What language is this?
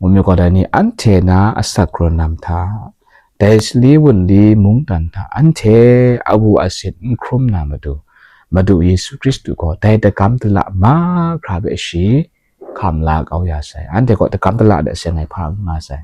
Kachin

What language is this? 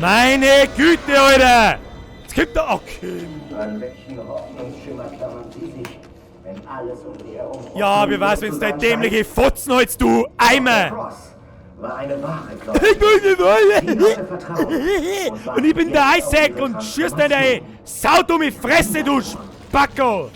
Bavarian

